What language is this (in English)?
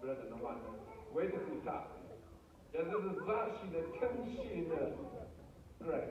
Rawang